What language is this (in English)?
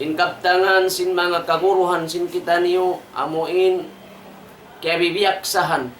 Tausug